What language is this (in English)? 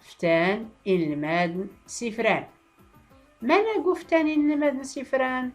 Tachelhit